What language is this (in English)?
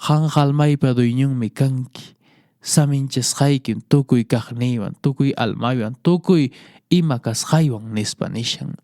Quechua